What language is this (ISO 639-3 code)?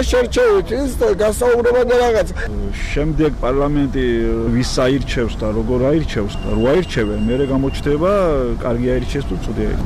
kat